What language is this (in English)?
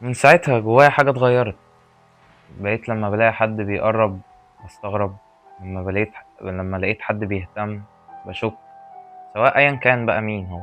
Egyptian Arabic